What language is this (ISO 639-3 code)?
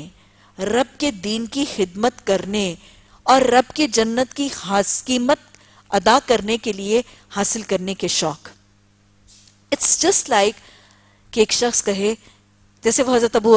urd